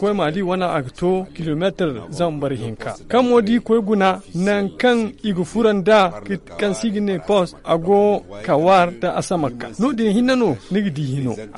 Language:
Zarma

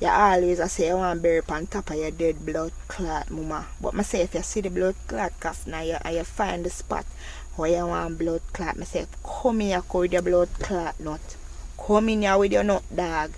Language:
Jamaican Creole English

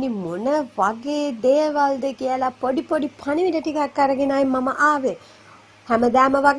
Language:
Sinhala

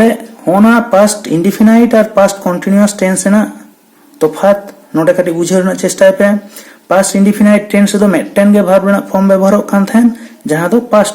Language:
Santali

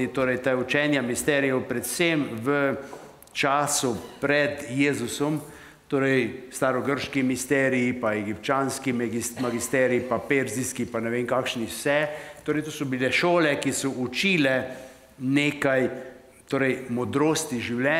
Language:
Slovenian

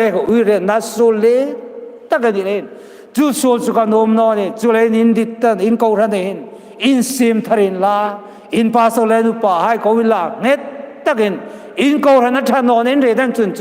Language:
Hmar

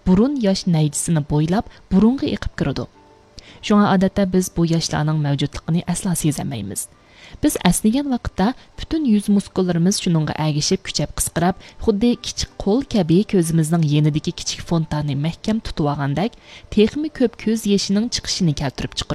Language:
Uyghur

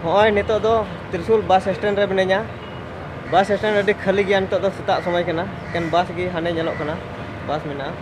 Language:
Santali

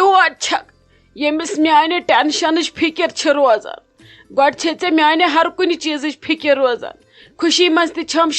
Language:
Kashmiri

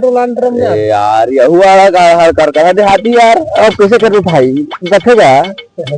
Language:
Chhattisgarhi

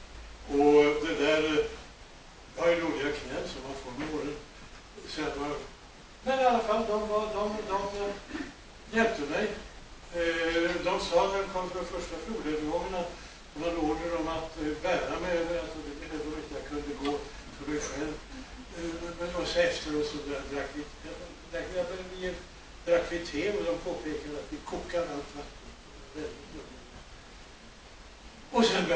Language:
Swedish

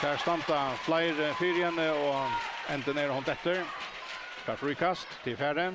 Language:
Faroese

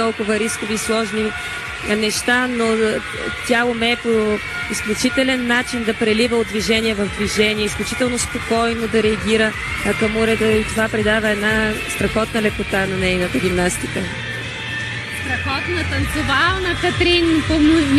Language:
Bulgarian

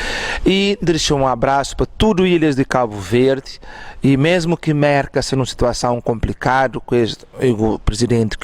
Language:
Kabuverdianu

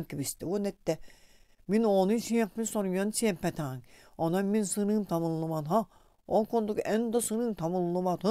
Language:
Yakut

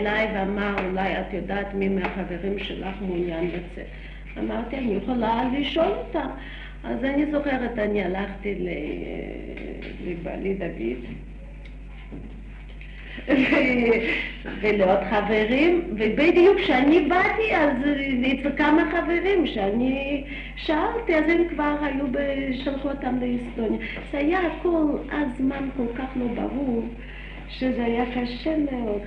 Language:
Hebrew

